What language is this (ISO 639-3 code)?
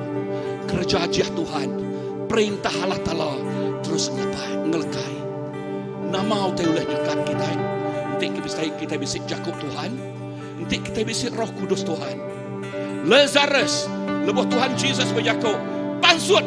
iba